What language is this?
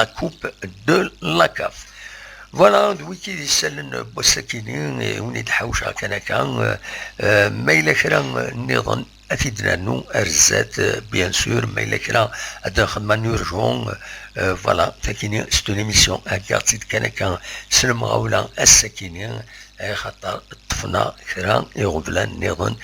Kabyle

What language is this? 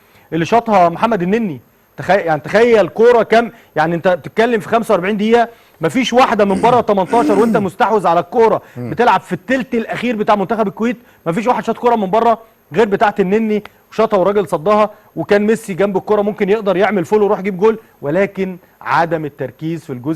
Egyptian Arabic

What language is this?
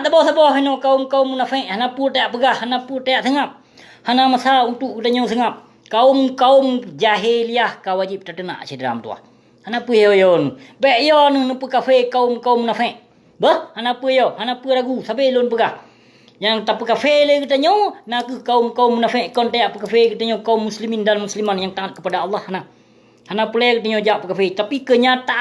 Achinese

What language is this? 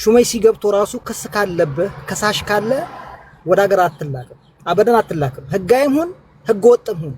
Amharic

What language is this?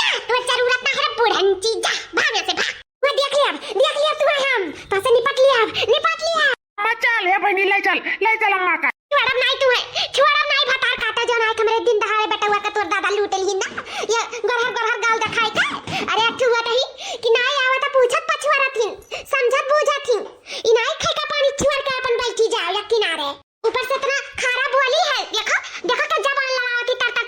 Awadhi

